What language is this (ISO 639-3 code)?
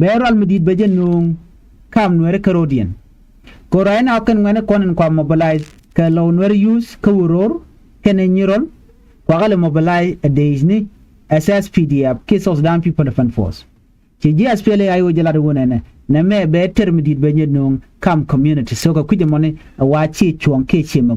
nus